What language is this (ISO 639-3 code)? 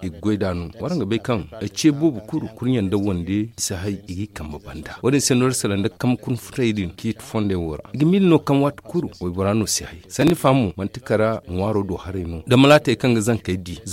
dje